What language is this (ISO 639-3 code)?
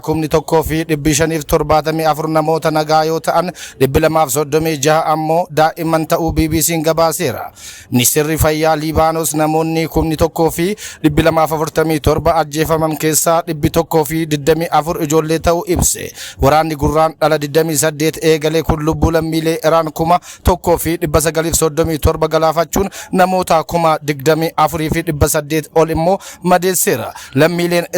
orm